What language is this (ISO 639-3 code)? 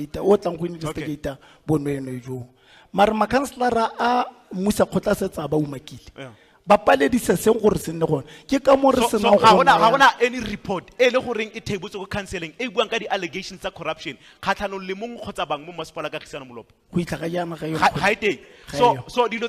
tsn